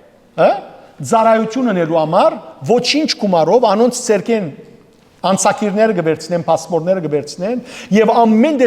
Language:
Western Armenian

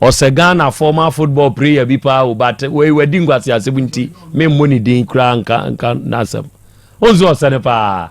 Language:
Akan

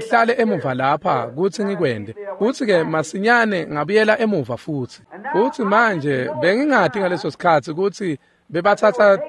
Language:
Swati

